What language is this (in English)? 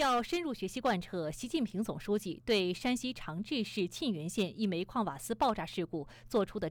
Chinese